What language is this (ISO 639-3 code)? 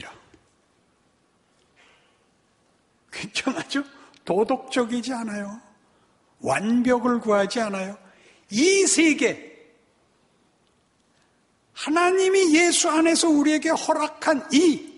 kor